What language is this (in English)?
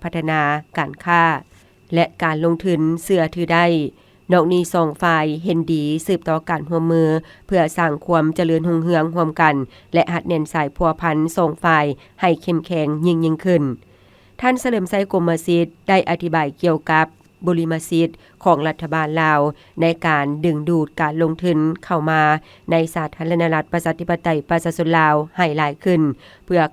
Lao